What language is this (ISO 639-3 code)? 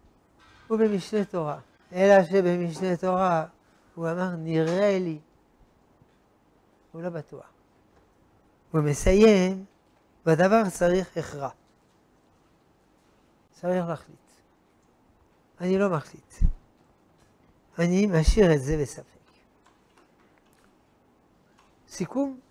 heb